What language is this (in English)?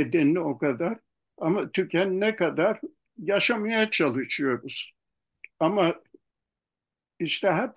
Turkish